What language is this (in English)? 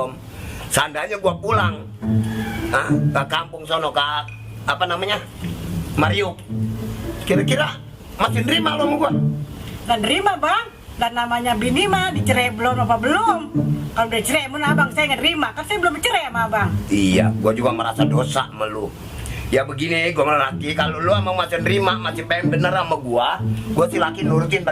Betawi